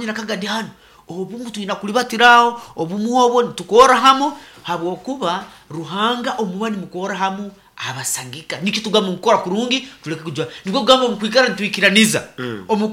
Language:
Nyoro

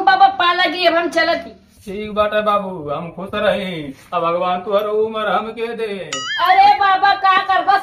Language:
Bhojpuri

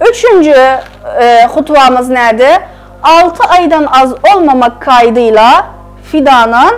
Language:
South Azerbaijani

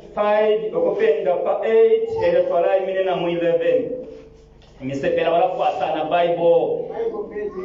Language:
Bemba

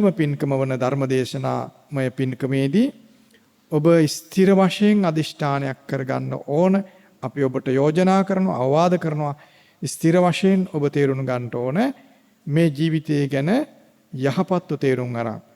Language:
Sinhala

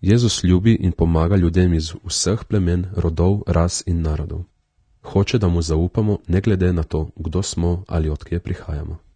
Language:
Slovenian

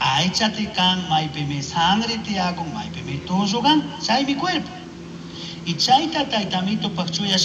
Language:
Chimborazo Highland Quichua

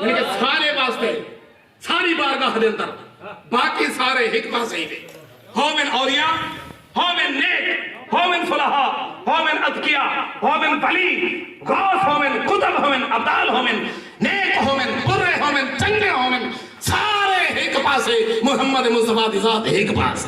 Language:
Saraiki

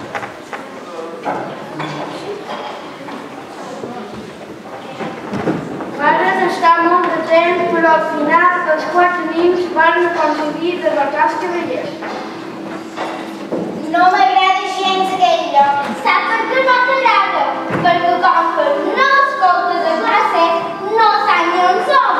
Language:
Catalan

